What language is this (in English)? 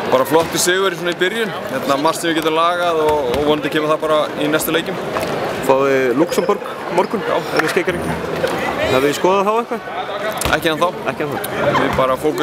Icelandic